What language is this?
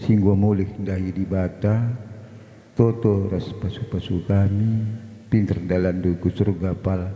Batak Karo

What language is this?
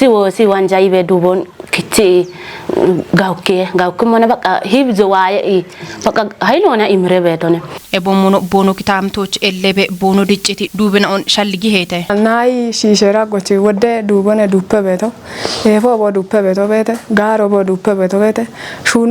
Kafa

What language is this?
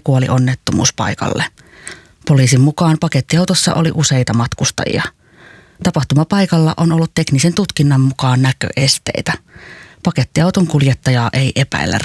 Finnish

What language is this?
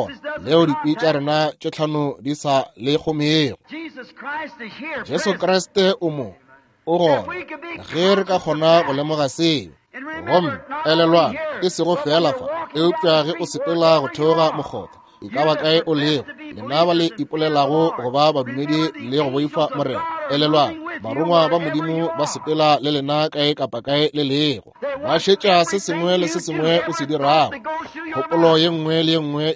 Northern Sotho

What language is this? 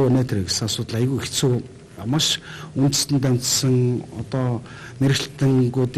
Mongolian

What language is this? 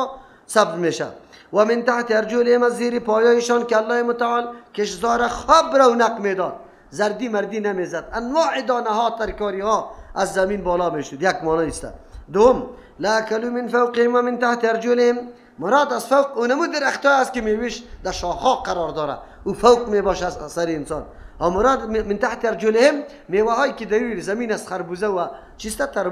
Persian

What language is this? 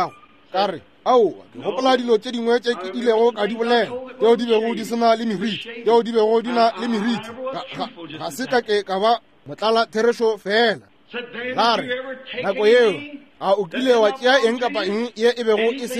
Northern Sotho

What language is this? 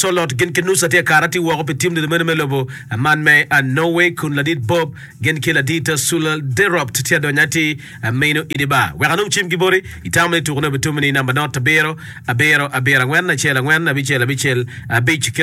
Acoli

